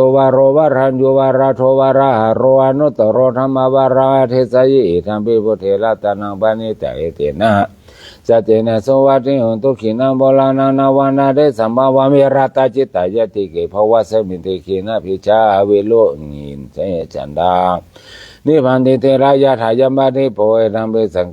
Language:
Pali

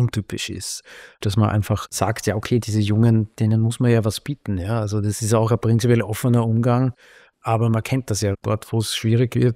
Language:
German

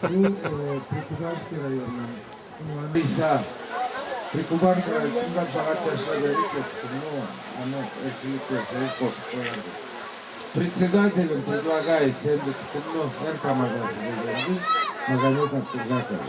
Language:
Karachay-Balkar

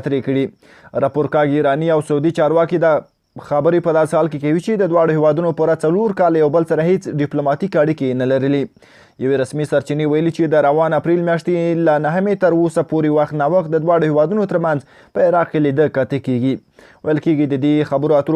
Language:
Pashto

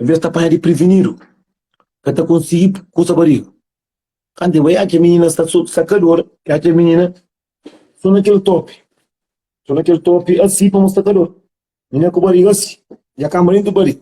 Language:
Kabuverdianu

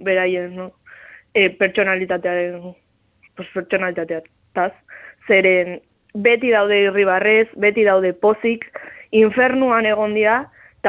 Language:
Basque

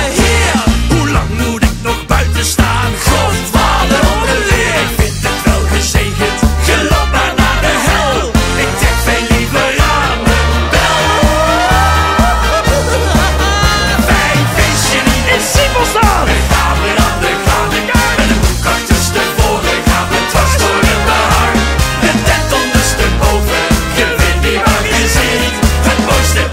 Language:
Dutch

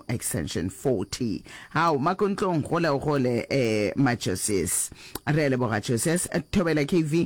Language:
Northern Sotho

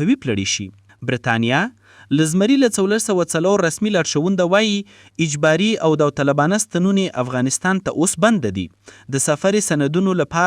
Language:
Pashto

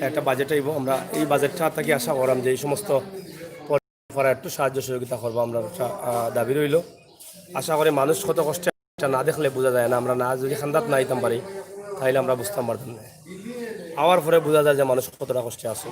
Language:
Sylheti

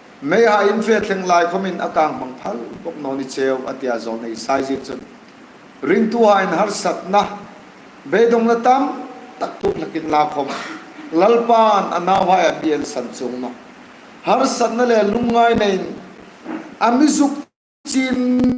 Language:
Hmar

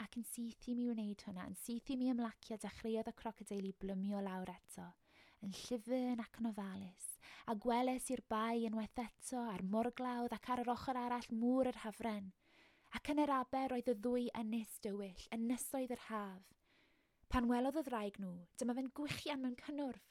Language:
Welsh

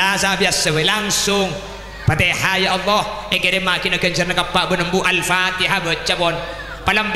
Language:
Madurese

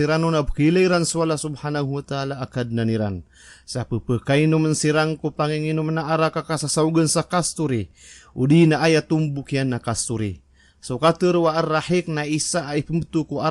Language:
Maranao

